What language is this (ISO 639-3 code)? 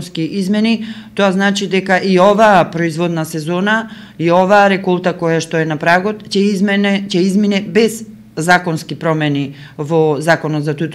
mkd